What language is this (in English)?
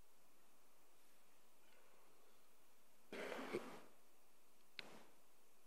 Afrikaans